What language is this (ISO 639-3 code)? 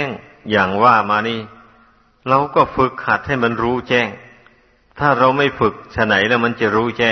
tha